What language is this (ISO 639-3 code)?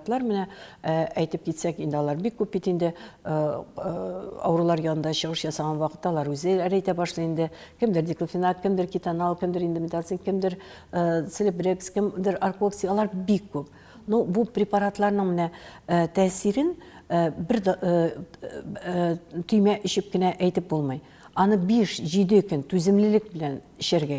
tat